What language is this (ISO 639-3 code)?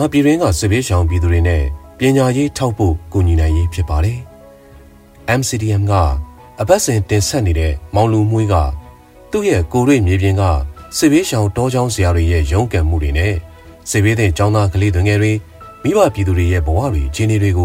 mya